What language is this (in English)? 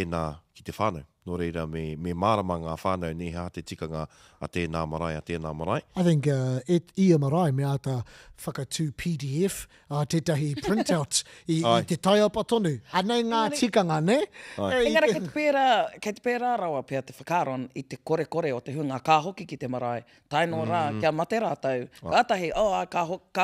Māori